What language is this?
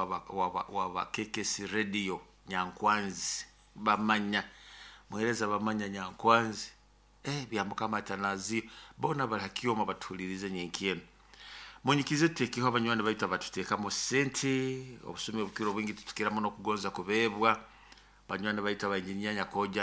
Nyoro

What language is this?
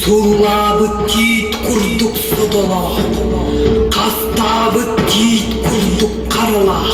Yakut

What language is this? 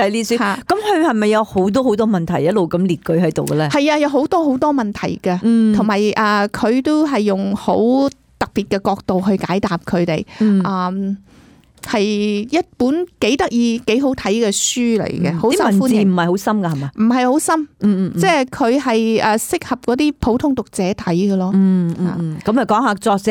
Cantonese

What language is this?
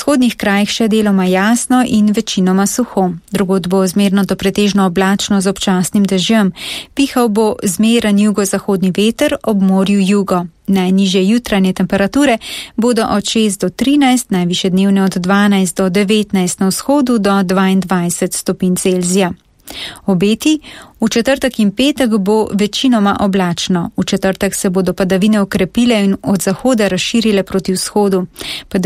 Slovenian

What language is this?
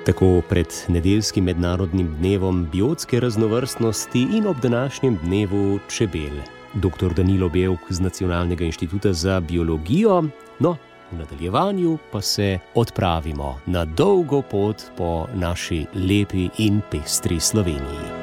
Slovenian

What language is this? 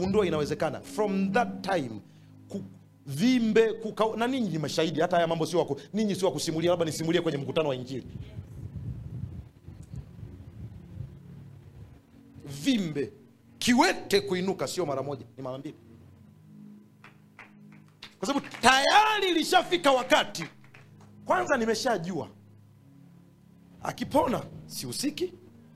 Swahili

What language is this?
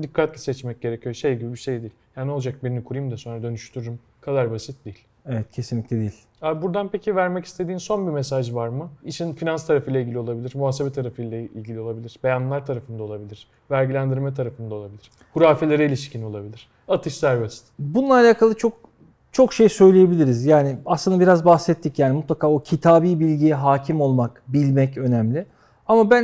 Turkish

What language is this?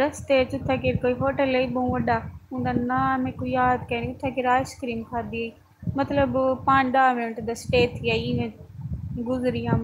Saraiki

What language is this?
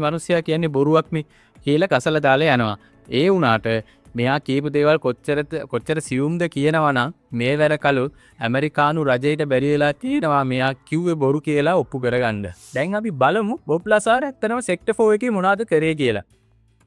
Sinhala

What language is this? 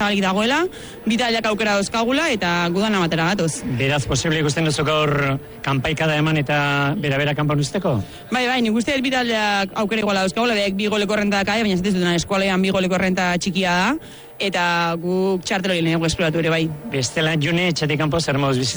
Basque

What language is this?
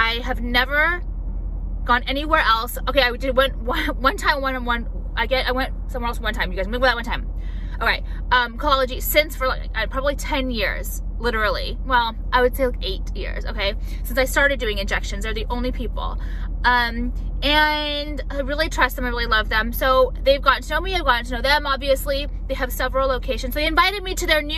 English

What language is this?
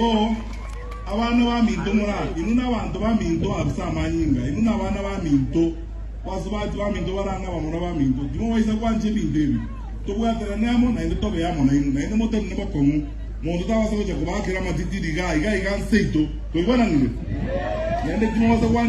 Gusii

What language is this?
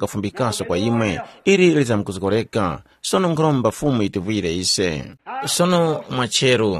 Tumbuka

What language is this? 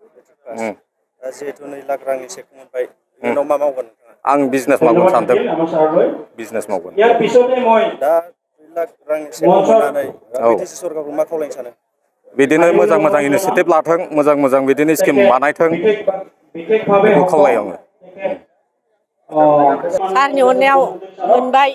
Bodo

